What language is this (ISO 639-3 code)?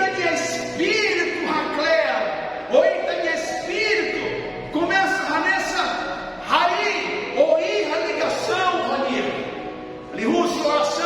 tet